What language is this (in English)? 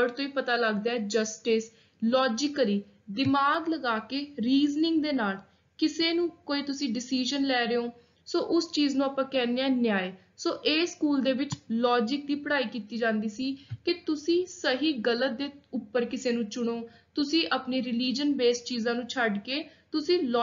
Punjabi